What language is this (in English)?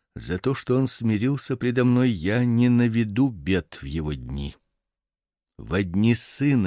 Russian